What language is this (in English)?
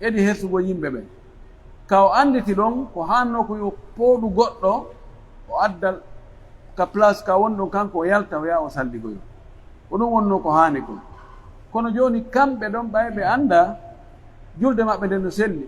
Pular